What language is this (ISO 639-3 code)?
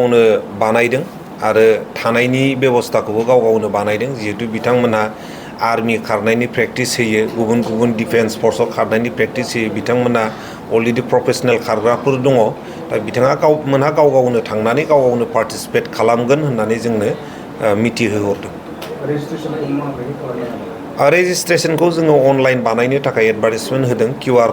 brx